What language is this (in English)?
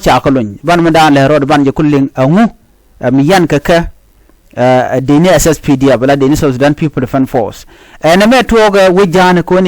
Nuer